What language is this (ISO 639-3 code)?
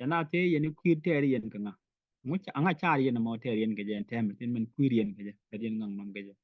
nus